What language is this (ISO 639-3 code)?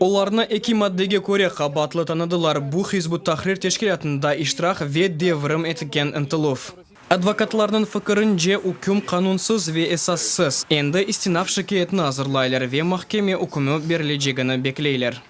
crh